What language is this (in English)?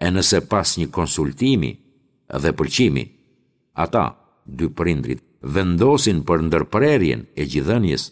Albanian